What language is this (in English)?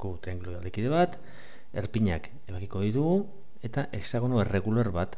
Basque